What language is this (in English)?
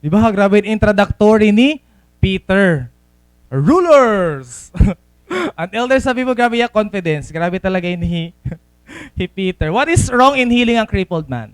Waray